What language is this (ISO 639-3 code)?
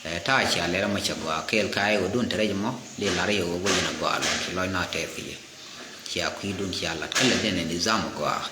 nus